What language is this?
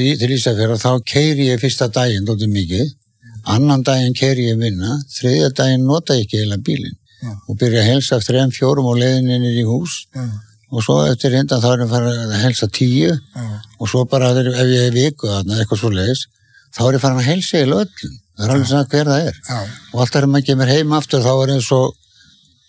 Icelandic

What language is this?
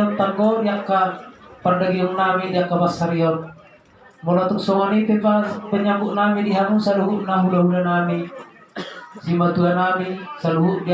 Batak Toba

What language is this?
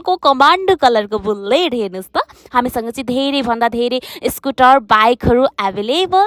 Nepali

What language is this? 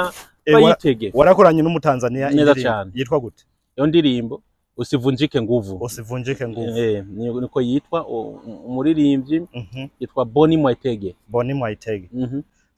Rundi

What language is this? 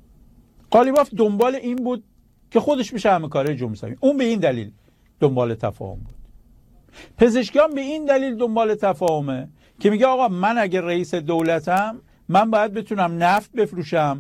Persian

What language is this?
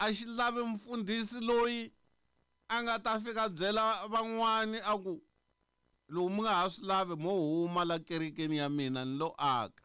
Tsonga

